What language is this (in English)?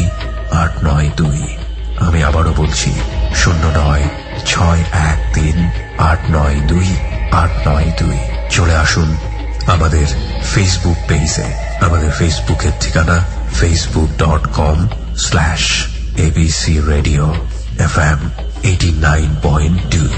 Bangla